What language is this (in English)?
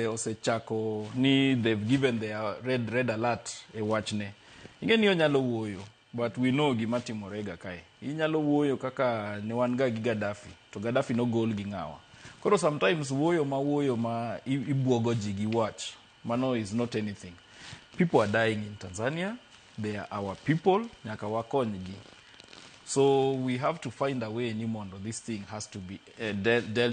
Luo (Kenya and Tanzania)